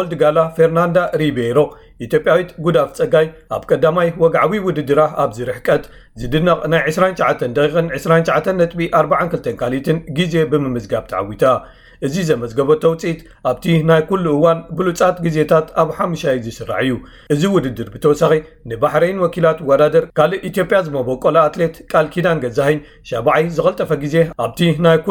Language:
Tigrinya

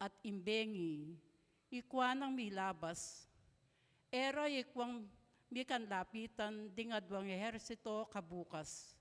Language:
Pampanga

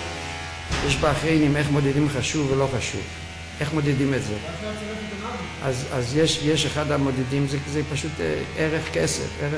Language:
Hebrew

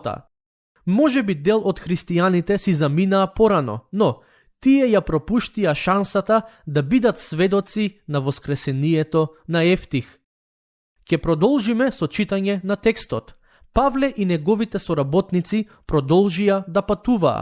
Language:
Macedonian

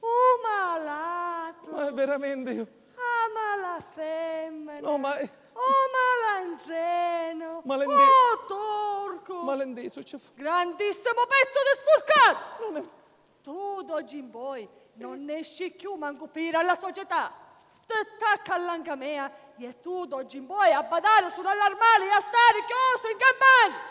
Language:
Sicilian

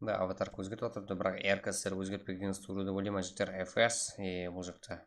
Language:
Kara-Kalpak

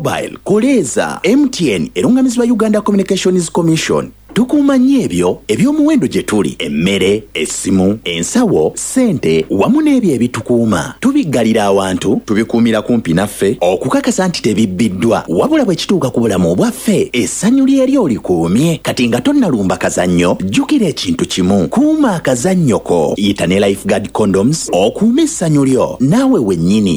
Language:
Ganda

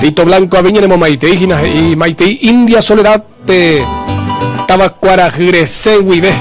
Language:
Guarani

